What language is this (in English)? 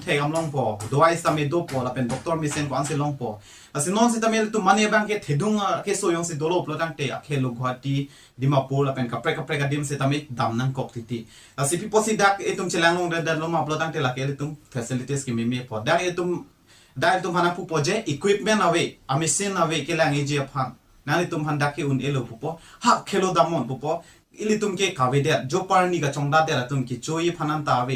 Karbi